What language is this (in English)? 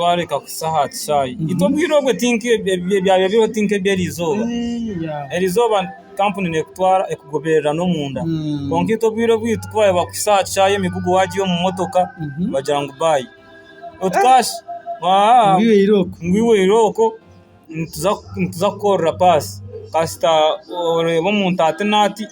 Nyankole